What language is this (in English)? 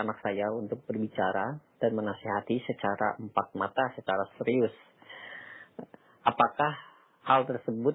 Indonesian